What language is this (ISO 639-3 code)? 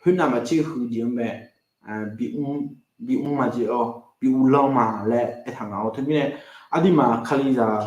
ahk